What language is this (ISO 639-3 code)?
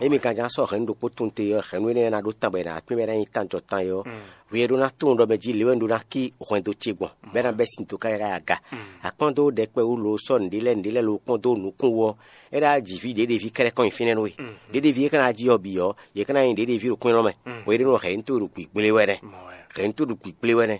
fon